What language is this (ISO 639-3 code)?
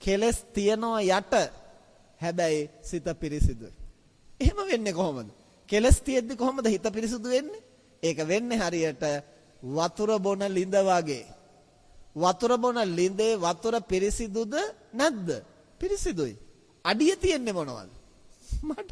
sin